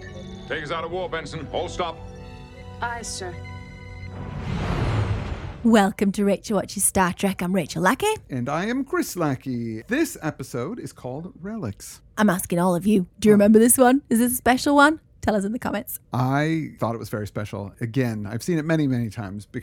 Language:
English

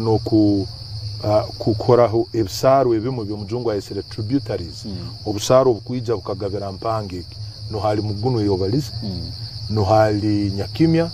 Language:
Nyankole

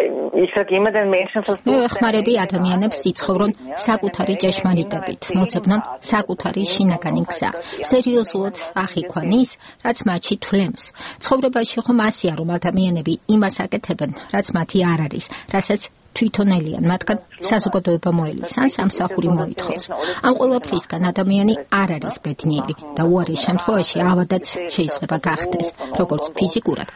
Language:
Georgian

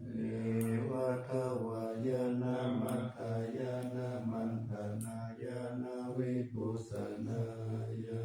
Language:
Pali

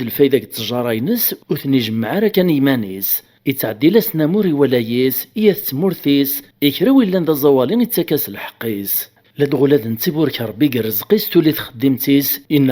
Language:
Kabyle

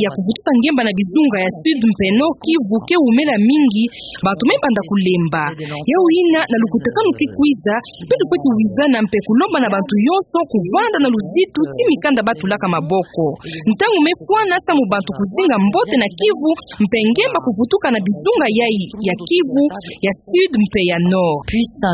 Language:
Kituba (Democratic Republic of Congo)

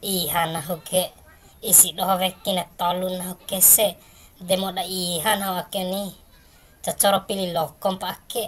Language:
Bima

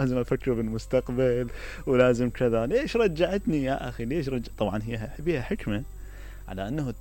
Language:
Mesopotamian Arabic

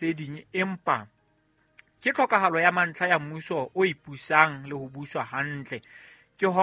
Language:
Southern Sotho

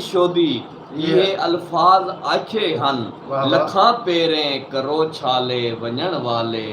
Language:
Saraiki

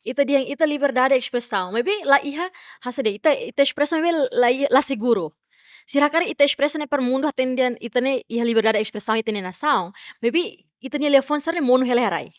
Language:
Tetum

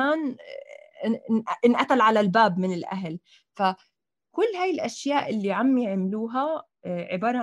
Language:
North Levantine Arabic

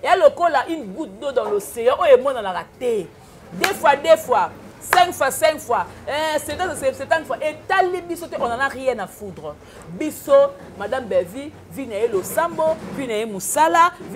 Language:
Lingala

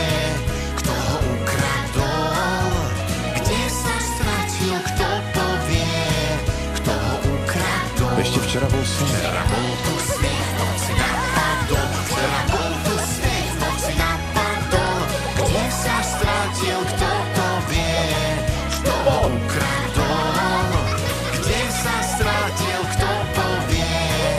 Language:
Slovak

